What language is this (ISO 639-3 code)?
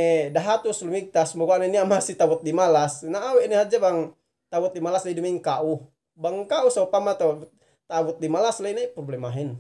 yka